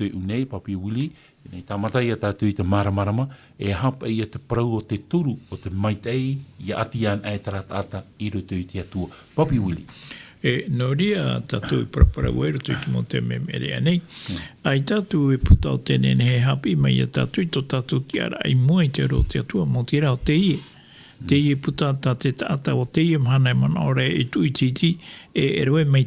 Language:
Tahitian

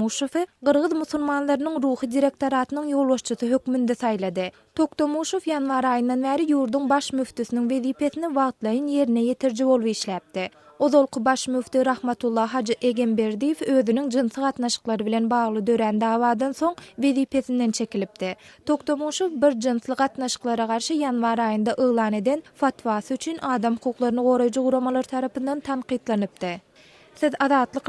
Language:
Turkmen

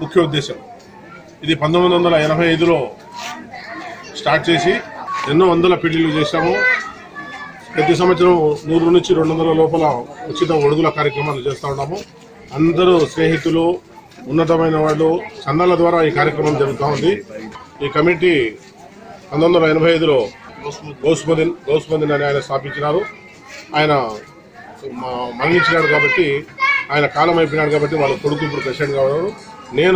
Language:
Telugu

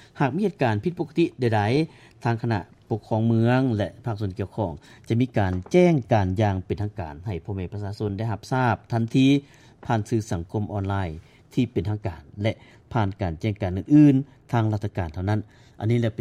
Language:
Lao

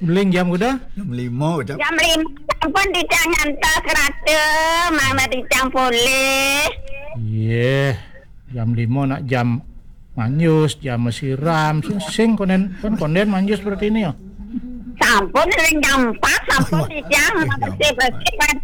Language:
Balinese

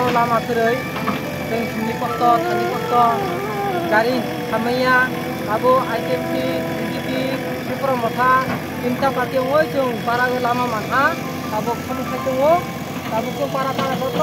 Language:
Kok Borok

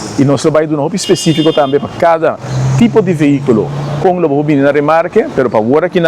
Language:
Papiamento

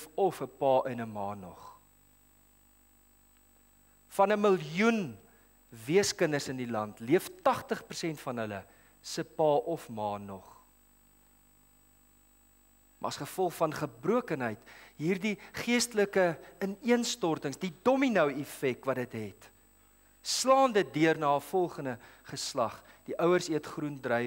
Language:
Afrikaans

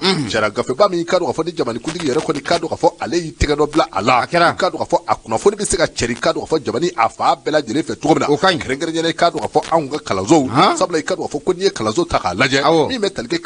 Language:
Bambara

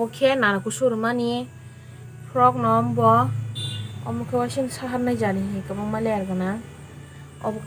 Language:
Kok Borok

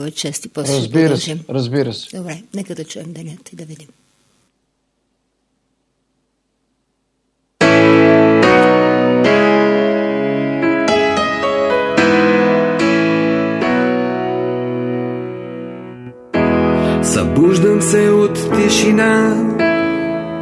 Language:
Bulgarian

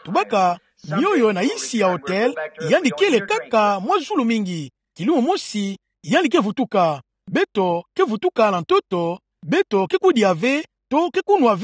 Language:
Kituba (Democratic Republic of Congo)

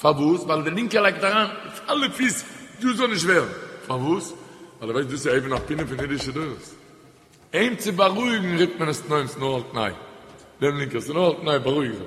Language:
Yiddish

